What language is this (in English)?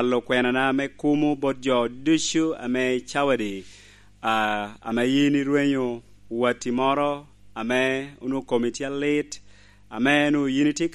Lango (Uganda)